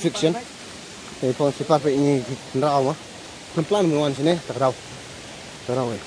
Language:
Khasi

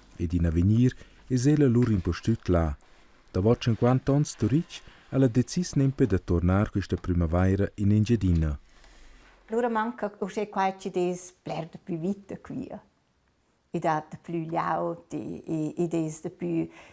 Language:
Romansh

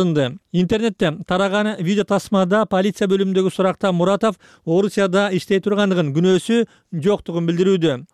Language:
Kyrgyz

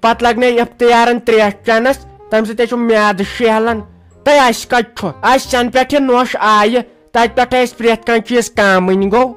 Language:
Kashmiri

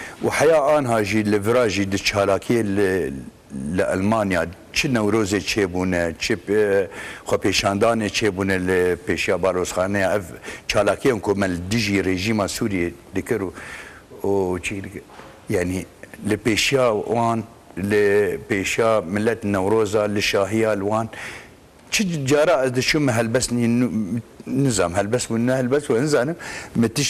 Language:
Kurdish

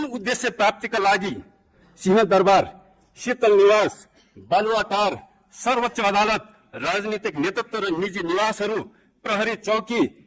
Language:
Nepali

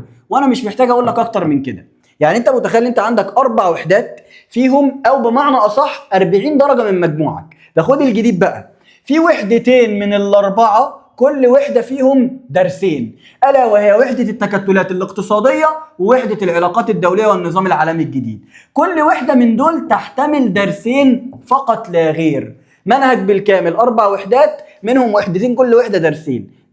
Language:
Egyptian Arabic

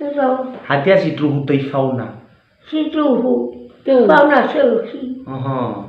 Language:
Nias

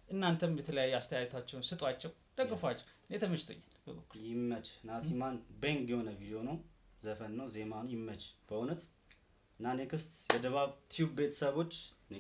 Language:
Amharic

